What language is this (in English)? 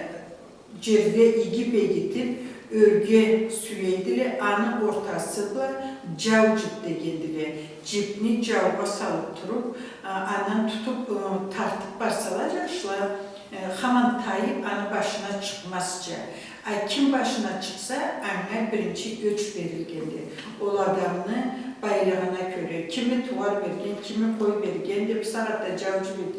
Karachay-Balkar